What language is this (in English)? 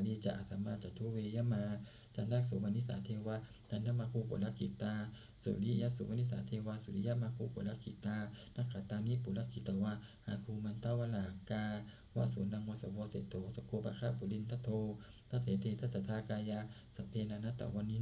Pali